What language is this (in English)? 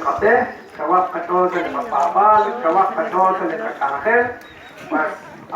Kekchí